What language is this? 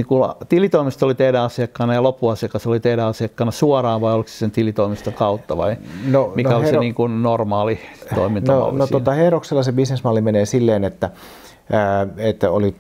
Finnish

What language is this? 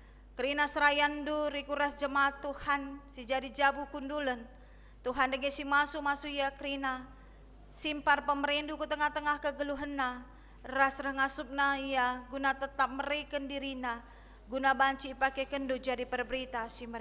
Batak Karo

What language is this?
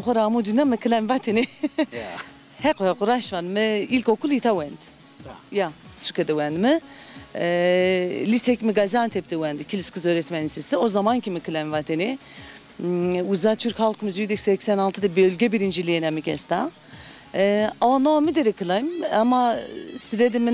Zaza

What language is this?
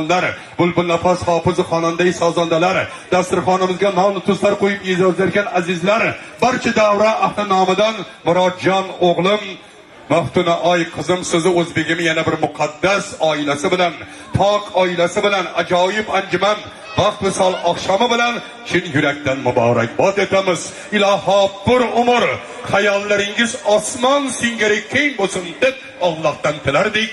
Uzbek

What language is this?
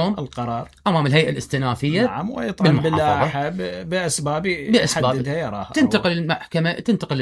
Mesopotamian Arabic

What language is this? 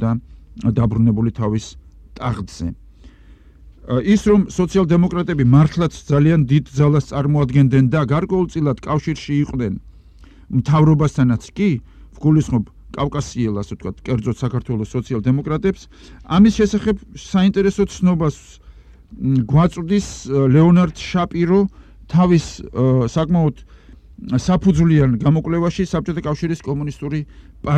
Georgian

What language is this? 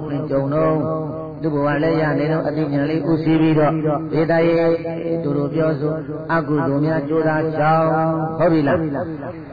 Burmese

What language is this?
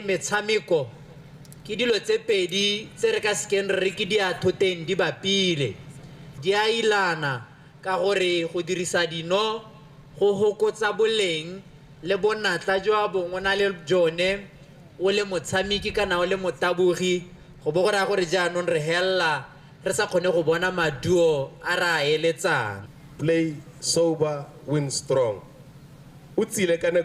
Tswana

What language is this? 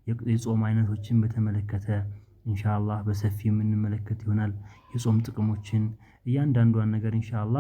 Amharic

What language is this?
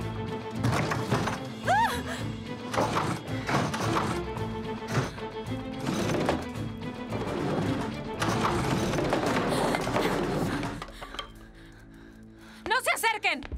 Spanish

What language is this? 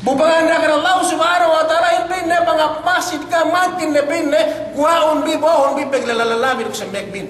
Yakan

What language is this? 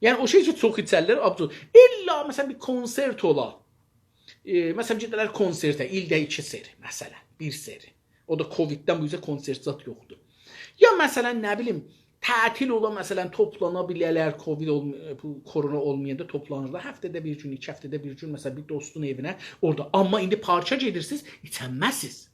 South Azerbaijani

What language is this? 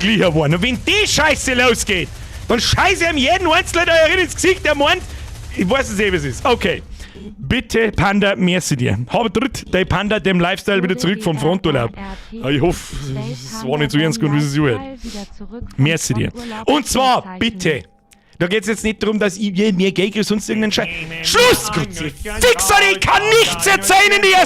Bavarian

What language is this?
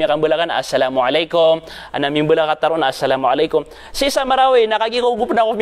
Maranao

